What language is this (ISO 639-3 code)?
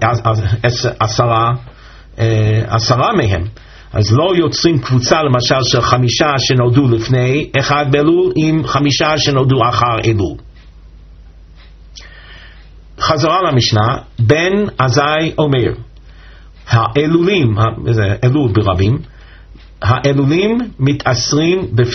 heb